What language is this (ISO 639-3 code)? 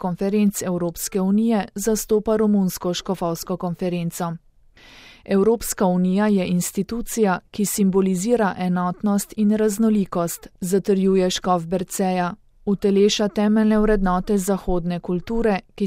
slv